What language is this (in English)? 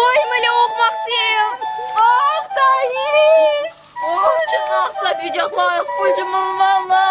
Chuvash